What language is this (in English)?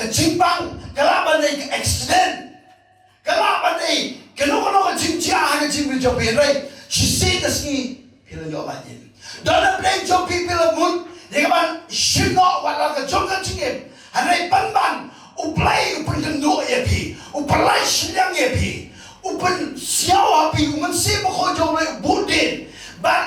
Khasi